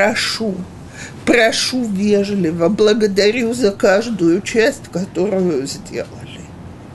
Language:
Russian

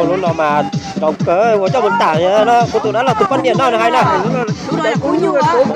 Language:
Hmong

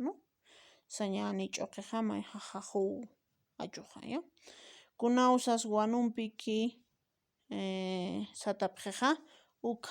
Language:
Aymara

